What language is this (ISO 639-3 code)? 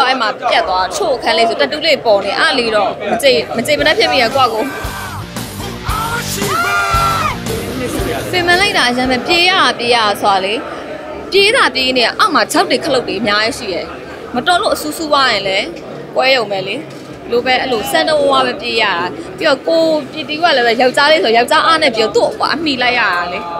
mya